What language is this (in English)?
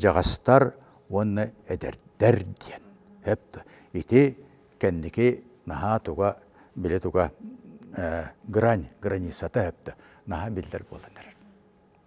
Yakut